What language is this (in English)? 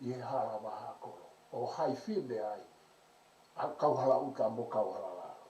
Tongan